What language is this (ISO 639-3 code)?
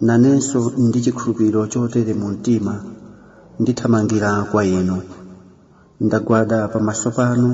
nya